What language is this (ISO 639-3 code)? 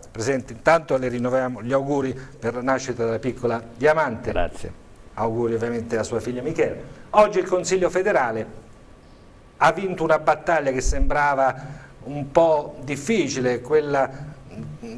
ita